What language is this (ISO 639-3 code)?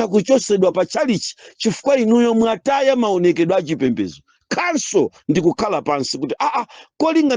nya